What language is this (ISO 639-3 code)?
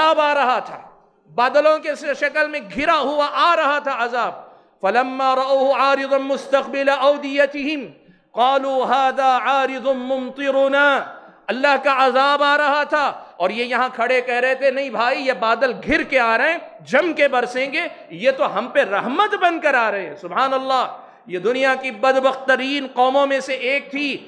urd